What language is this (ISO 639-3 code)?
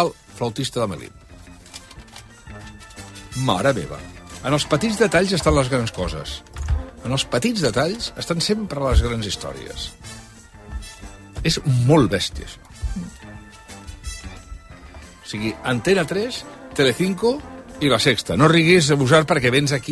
cat